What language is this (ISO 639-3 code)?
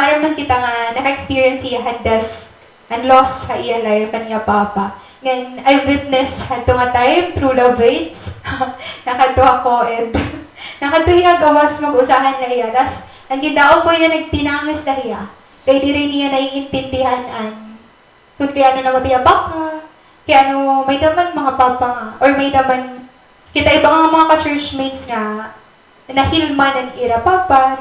war